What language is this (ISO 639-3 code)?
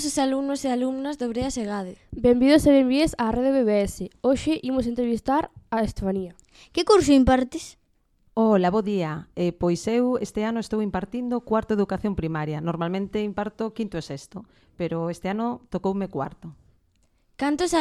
glg